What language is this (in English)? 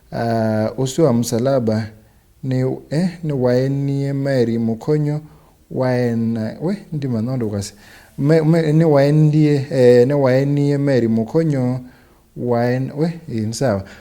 Kamba